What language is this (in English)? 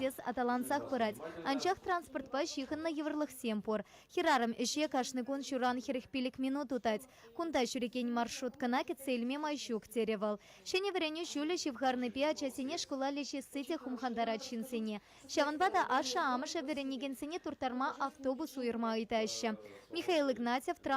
Chuvash